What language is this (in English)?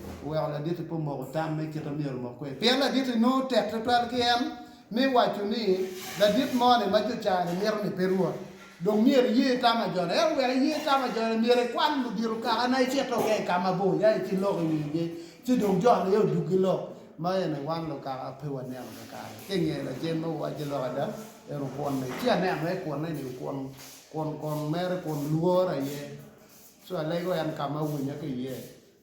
Acoli